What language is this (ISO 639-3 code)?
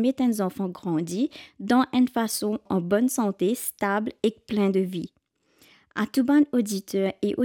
mfe